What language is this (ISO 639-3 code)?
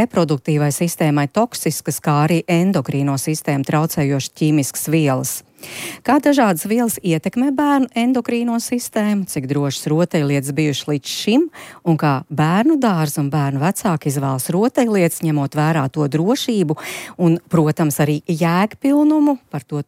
lav